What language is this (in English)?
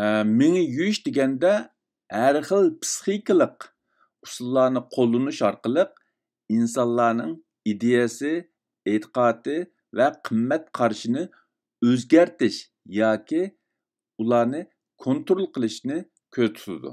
Uyghur